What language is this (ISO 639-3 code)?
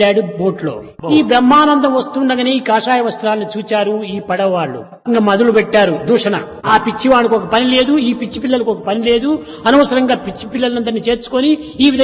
tel